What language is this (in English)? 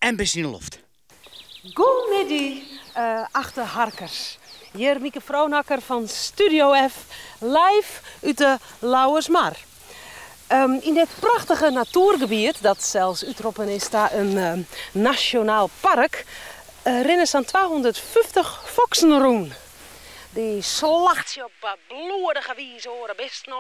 Western Frisian